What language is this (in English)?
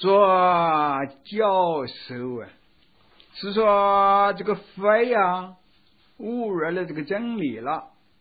Chinese